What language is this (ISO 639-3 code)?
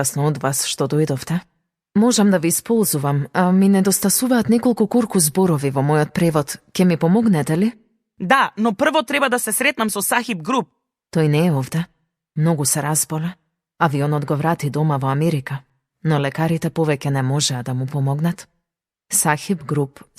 mkd